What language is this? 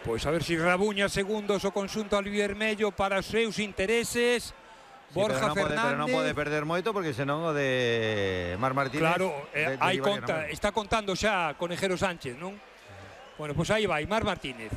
Galician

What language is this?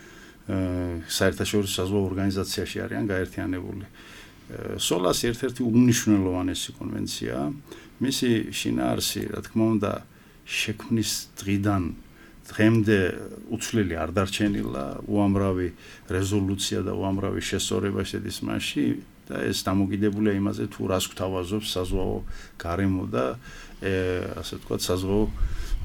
Georgian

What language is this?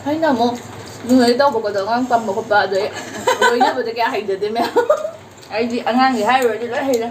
Manipuri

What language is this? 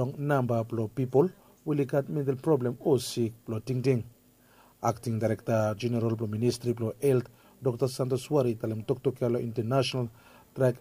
Bislama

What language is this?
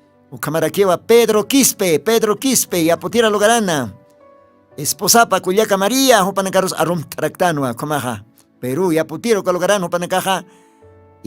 Aymara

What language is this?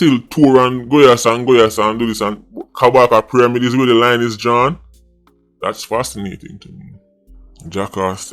Jamaican Creole English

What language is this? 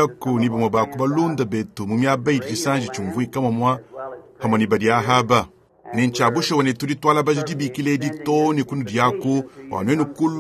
Luba-Lulua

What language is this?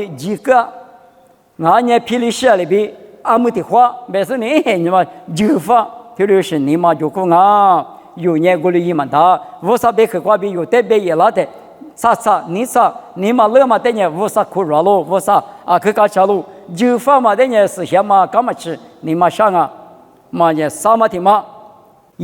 Lisu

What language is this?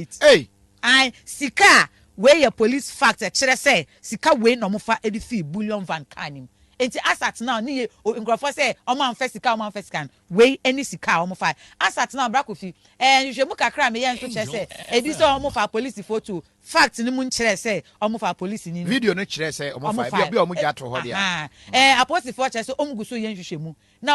Akan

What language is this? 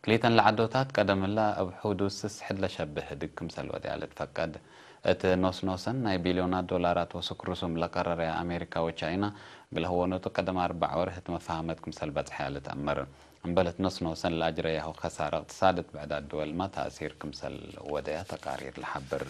Tigre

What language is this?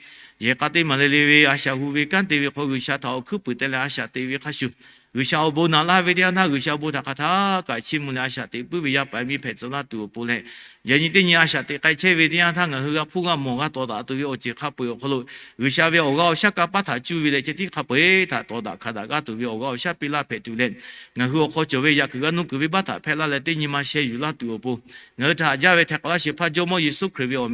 Lahu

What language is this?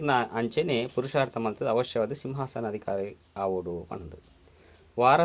Tulu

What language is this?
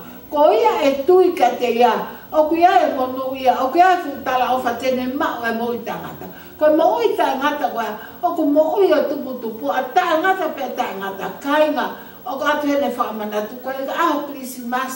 Tongan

